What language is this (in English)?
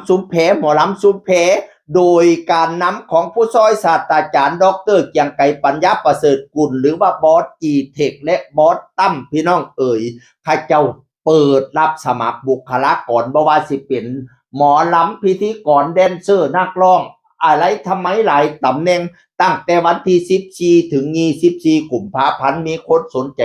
Northeastern Thai